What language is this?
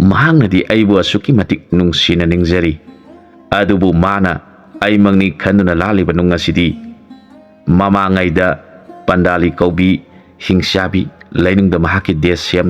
Manipuri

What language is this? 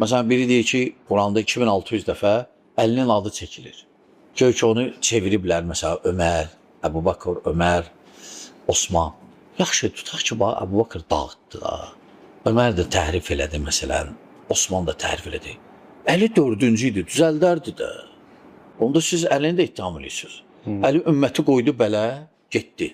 Azerbaijani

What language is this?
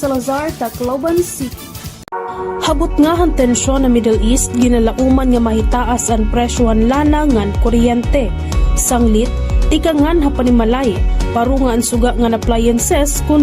Waray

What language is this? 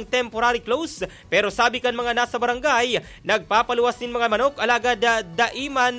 Bikol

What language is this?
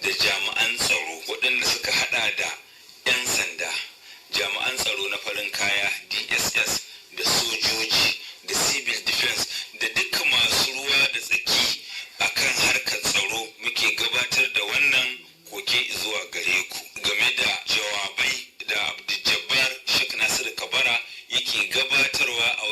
Hausa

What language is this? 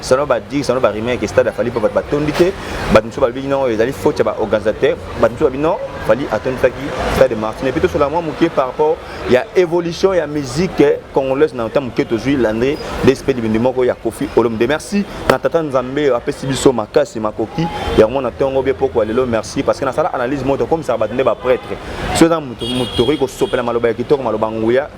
Lingala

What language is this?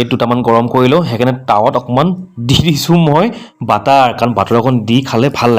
Assamese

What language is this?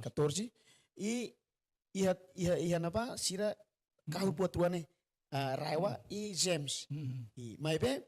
Tetum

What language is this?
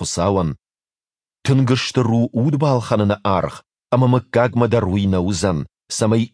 Ossetic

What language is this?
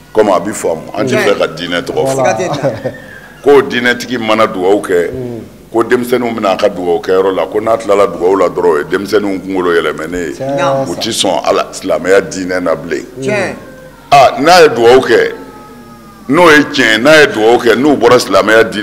Bambara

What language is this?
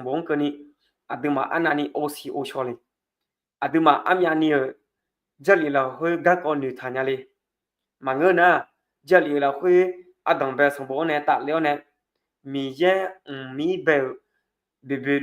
Akha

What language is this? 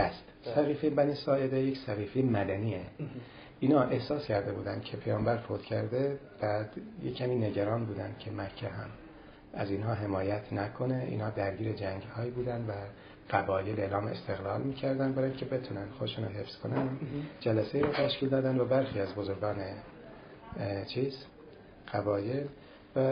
Persian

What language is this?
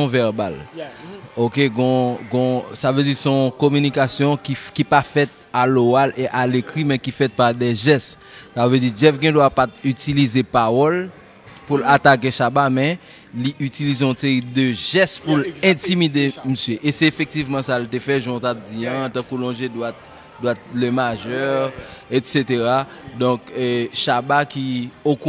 Haitian Creole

